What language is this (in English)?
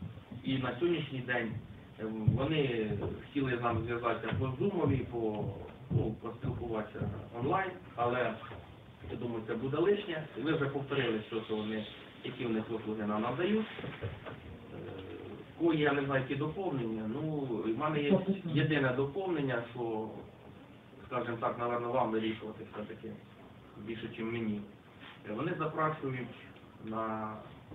Ukrainian